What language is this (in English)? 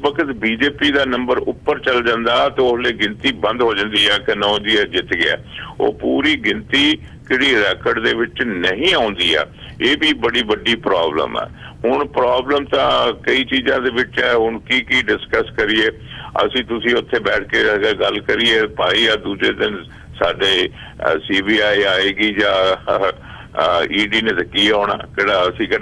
Punjabi